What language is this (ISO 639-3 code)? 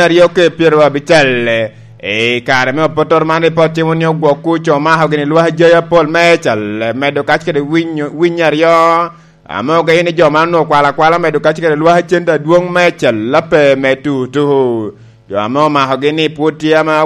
laj